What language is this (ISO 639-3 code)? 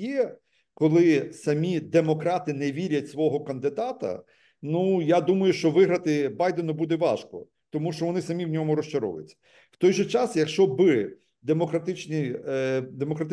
ukr